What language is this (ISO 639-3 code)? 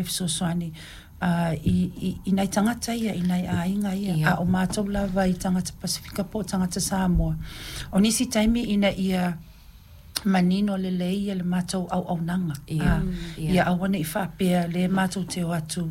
smo